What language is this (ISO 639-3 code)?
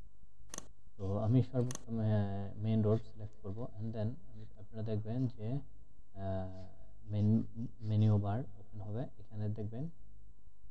ben